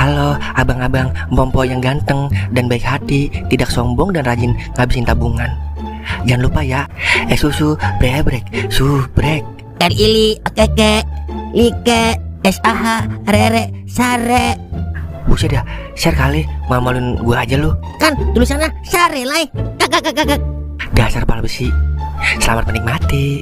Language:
Betawi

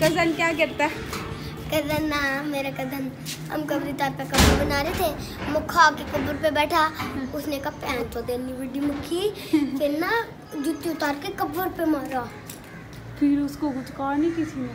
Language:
Saraiki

